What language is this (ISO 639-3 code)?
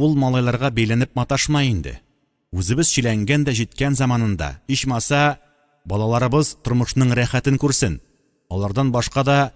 tat